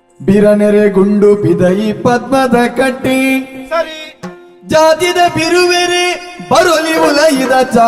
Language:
Tulu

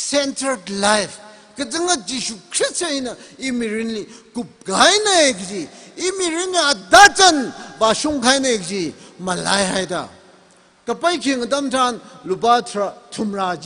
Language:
Tangkhul Naga (India)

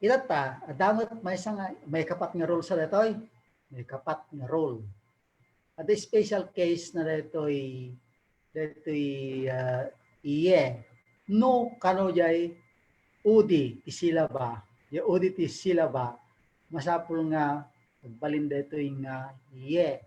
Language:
Iloko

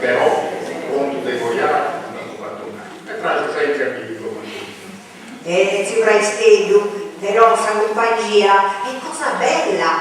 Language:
Sardinian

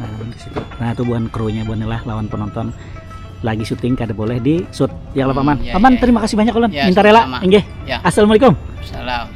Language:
Banjar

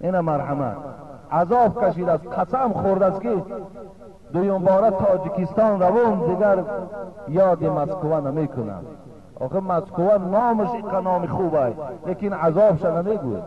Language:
Tajik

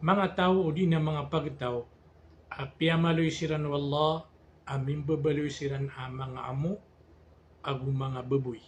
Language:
Maranao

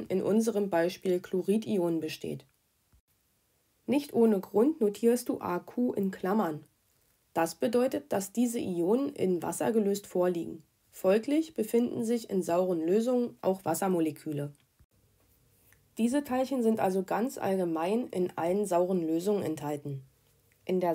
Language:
German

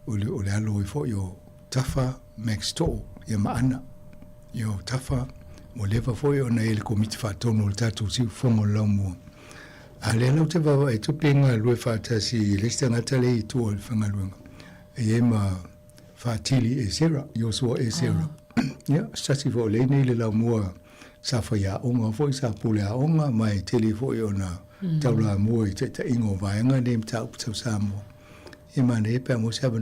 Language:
Samoan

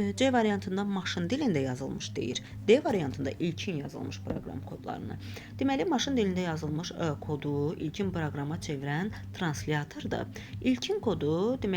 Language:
Azerbaijani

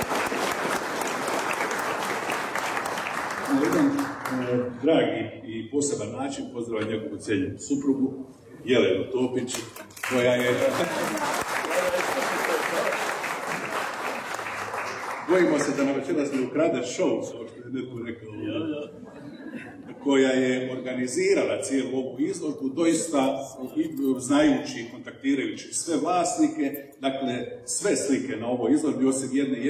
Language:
Croatian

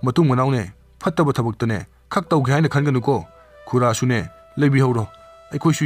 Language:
Manipuri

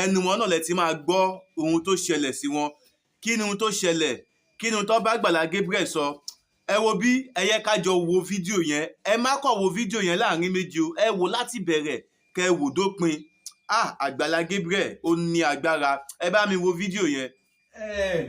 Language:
Yoruba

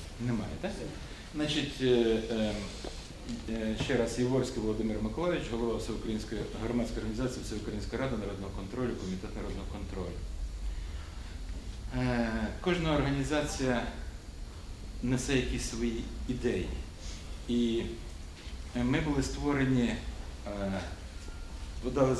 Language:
Ukrainian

